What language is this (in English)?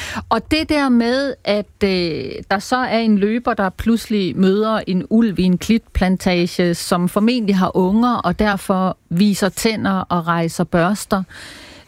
Danish